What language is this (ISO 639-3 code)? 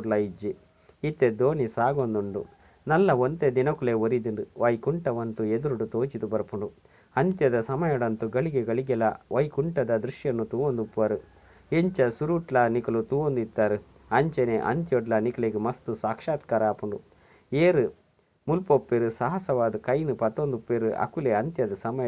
tcy